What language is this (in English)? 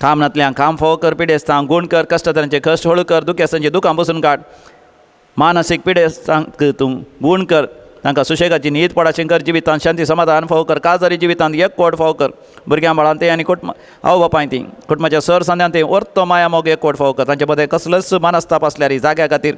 Konkani